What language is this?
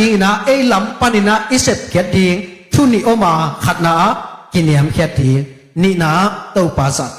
Tedim Chin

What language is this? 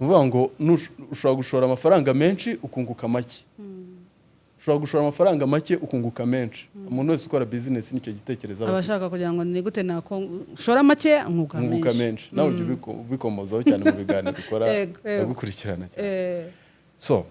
Kinyarwanda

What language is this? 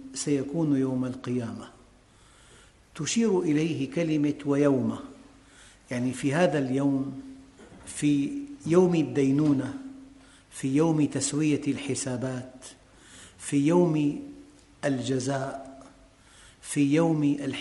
Arabic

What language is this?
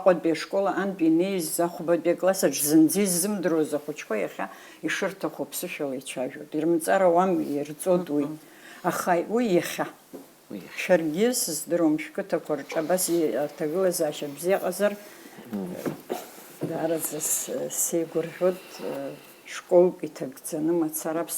Abkhazian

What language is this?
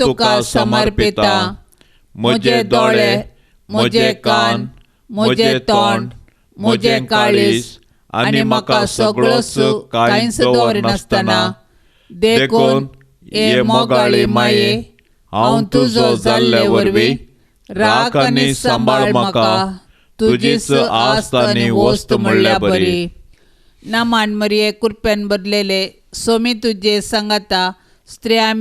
Konkani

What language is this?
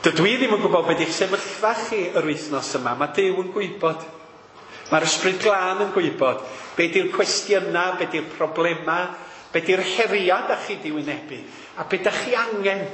Welsh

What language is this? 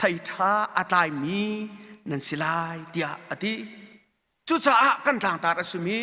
Hakha Chin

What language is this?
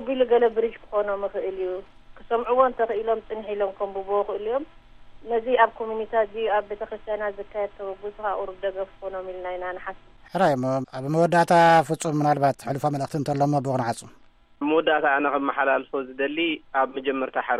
Tigrinya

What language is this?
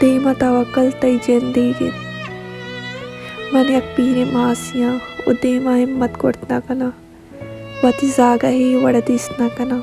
Baluchi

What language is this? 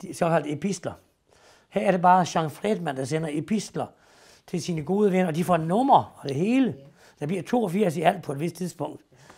Danish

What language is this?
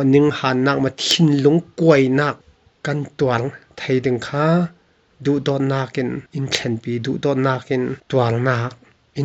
Falam Chin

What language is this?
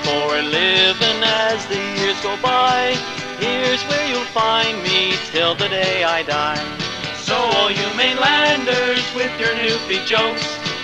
English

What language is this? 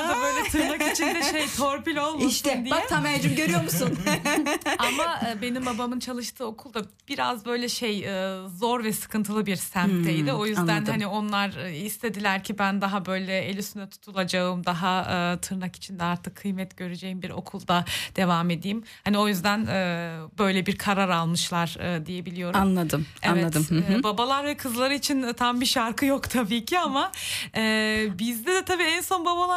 Turkish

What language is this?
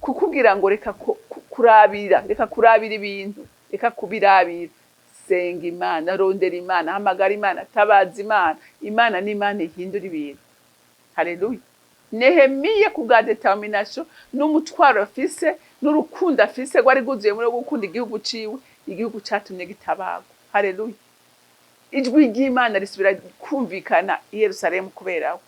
Rundi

